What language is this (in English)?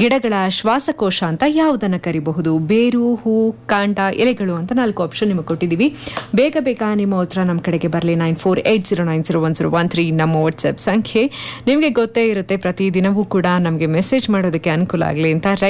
Kannada